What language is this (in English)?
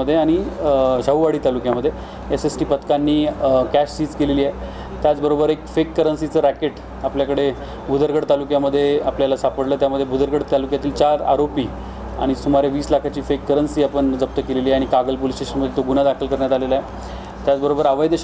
Marathi